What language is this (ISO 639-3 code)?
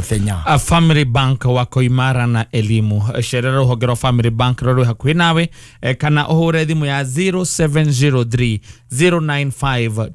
kik